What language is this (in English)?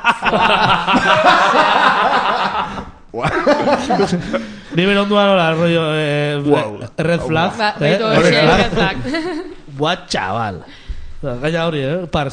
Basque